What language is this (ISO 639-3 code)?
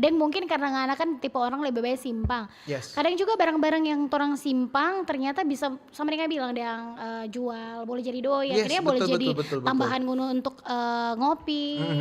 xmm